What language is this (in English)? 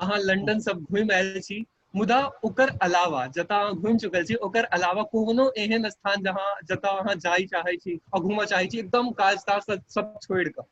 Maithili